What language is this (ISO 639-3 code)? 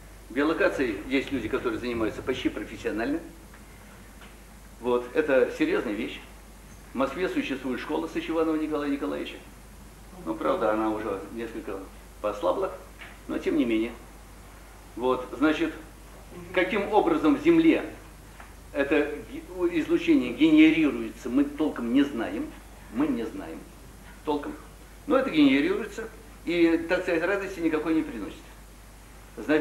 rus